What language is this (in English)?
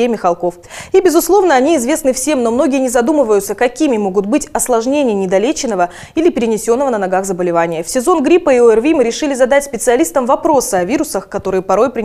Russian